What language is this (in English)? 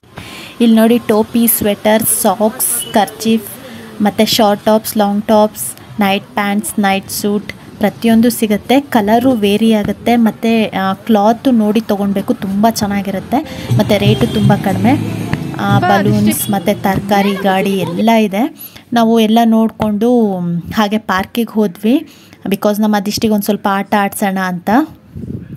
Kannada